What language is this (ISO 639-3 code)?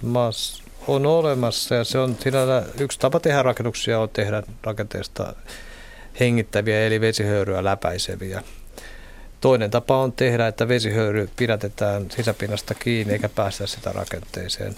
fin